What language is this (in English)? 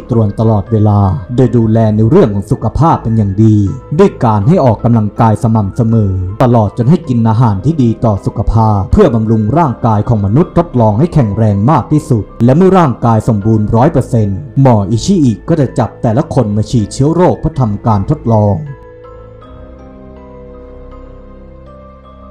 Thai